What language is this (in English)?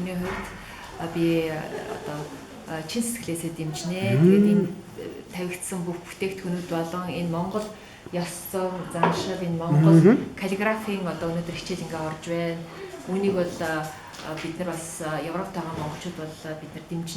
Mongolian